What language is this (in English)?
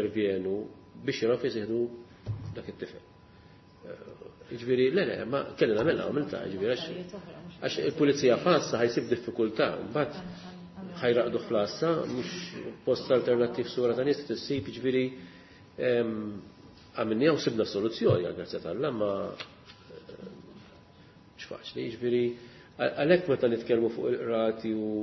Maltese